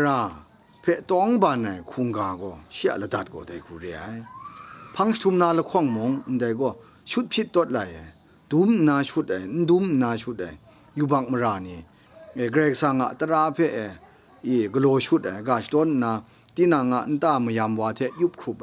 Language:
Kachin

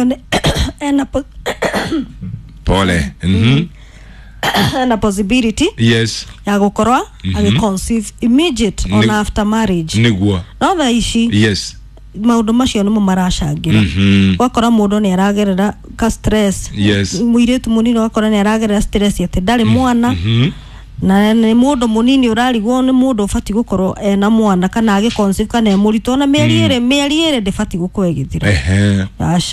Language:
Kikuyu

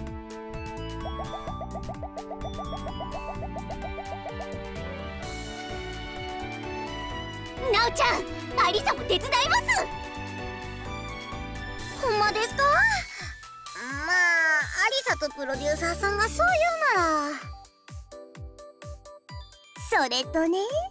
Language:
Japanese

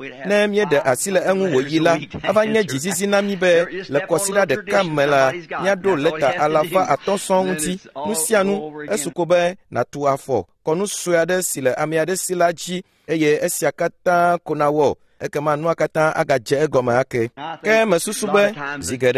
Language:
Ewe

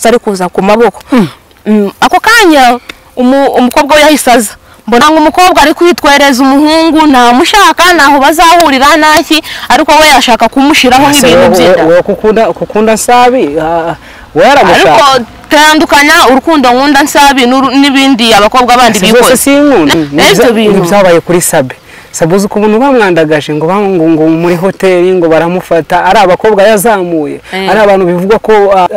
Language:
Kinyarwanda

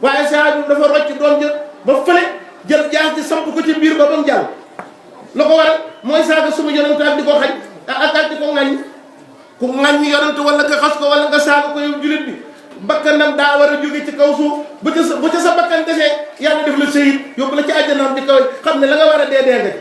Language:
Wolof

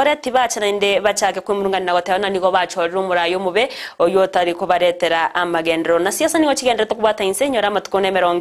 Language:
Gusii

